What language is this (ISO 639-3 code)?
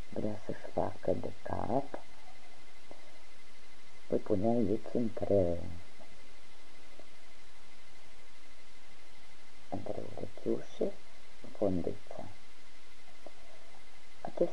ron